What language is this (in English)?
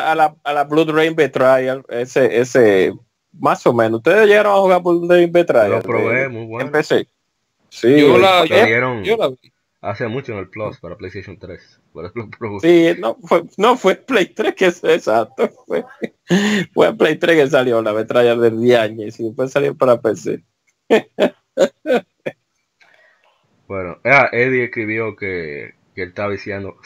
Spanish